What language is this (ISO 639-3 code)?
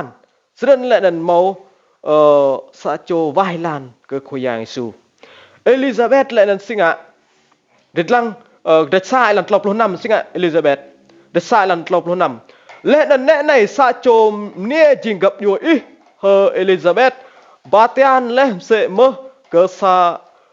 rad